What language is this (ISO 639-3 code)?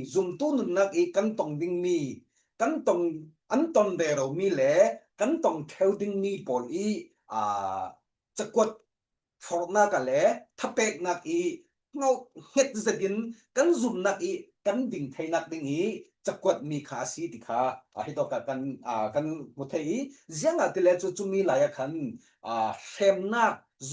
cfm